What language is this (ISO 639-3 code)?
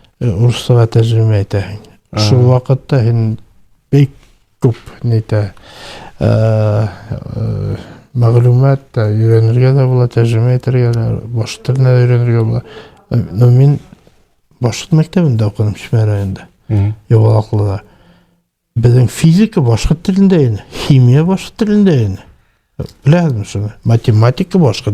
bak